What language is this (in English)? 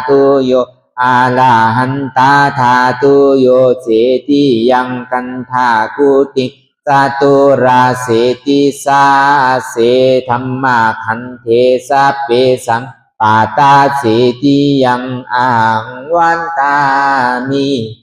Lü